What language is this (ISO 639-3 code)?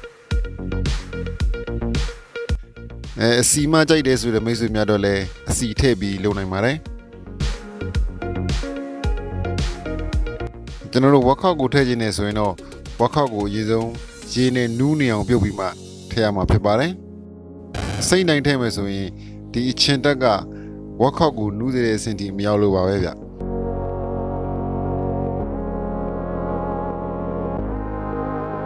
mya